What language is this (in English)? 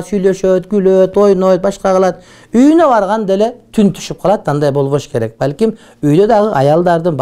Kyrgyz